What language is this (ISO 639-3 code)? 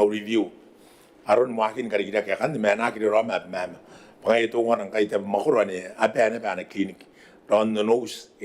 gil